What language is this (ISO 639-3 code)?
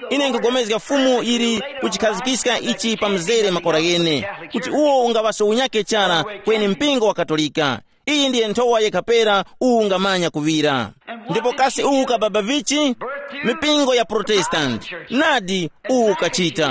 tum